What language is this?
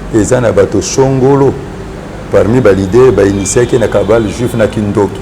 Lingala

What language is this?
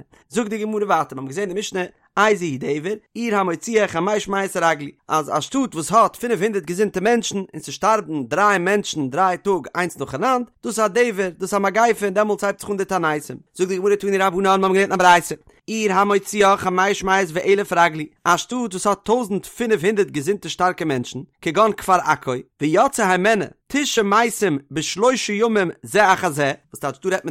Yiddish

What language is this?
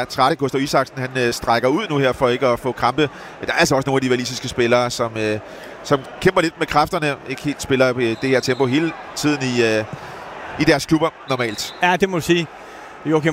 Danish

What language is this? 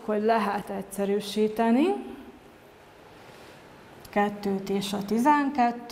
Hungarian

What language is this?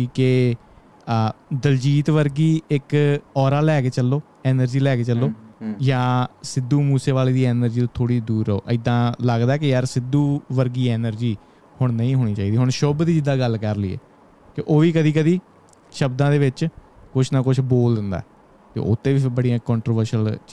Punjabi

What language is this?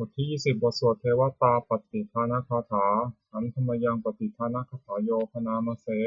Pali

